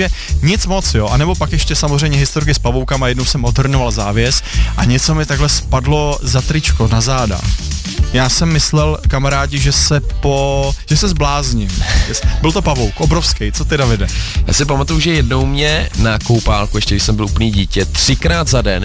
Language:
Czech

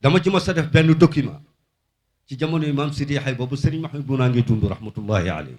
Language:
Wolof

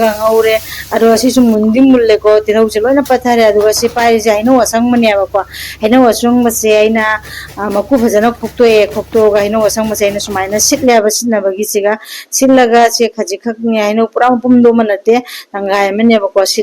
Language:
Manipuri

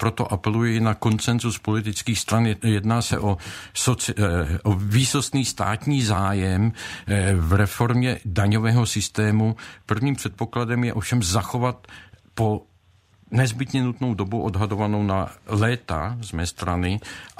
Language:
Czech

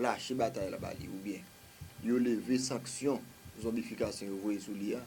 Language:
Haitian Creole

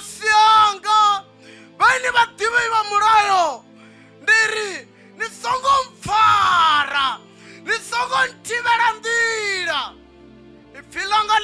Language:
Venda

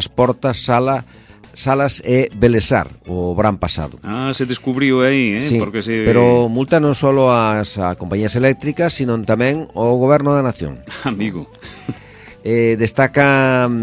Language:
Galician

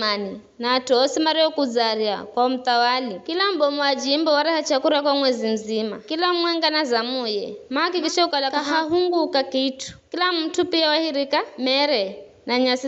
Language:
Giryama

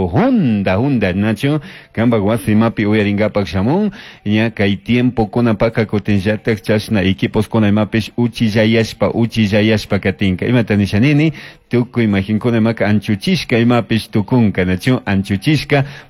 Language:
Chimborazo Highland Quichua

